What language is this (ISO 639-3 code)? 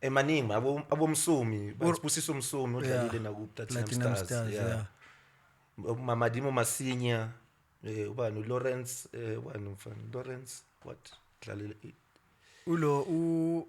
zul